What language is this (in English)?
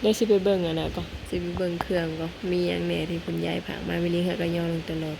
Northeastern Thai